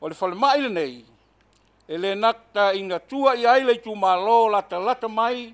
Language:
Samoan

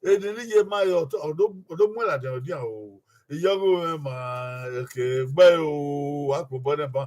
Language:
Bini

